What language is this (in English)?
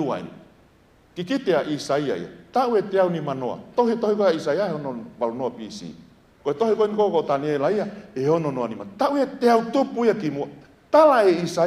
Tongan